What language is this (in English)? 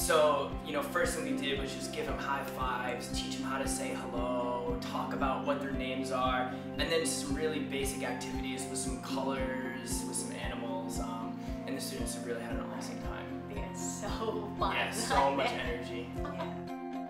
English